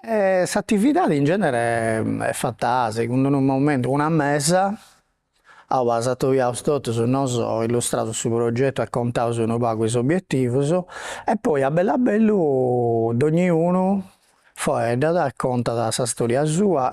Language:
Sardinian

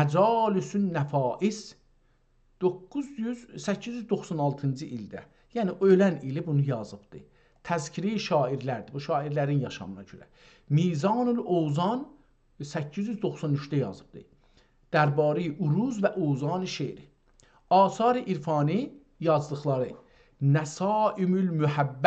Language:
South Azerbaijani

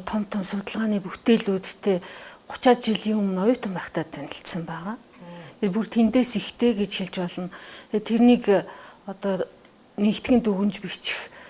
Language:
Mongolian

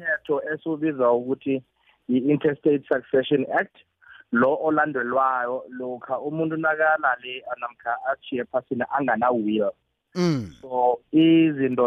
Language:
South Ndebele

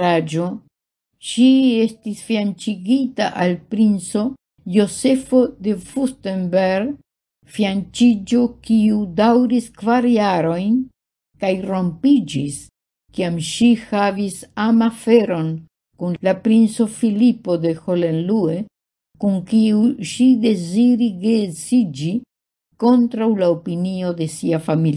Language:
Esperanto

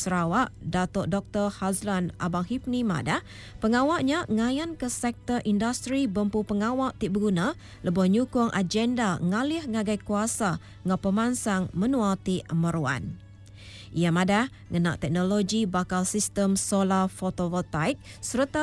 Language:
Iban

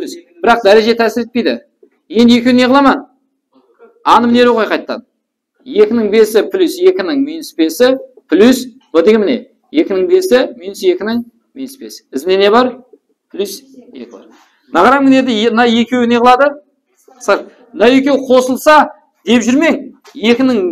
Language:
Kara-Kalpak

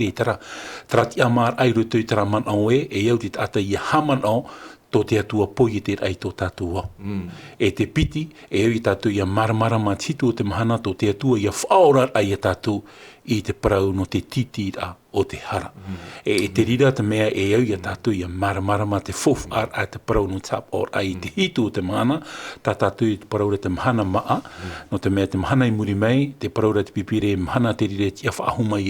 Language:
Tahitian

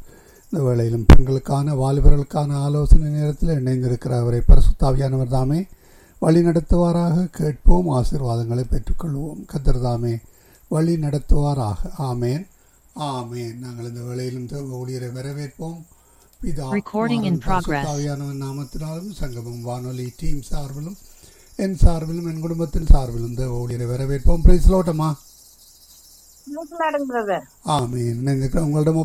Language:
Tamil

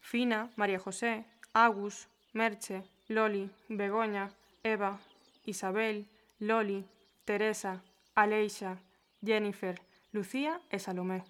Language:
Galician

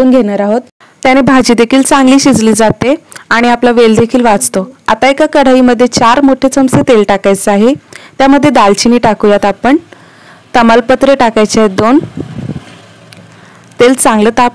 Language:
Marathi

